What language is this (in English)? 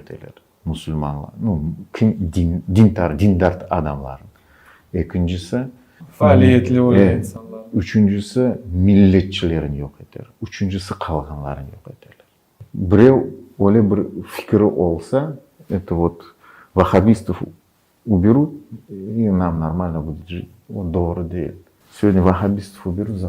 Crimean Tatar